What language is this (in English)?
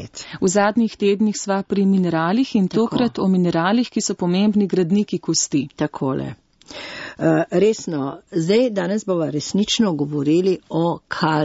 Slovenian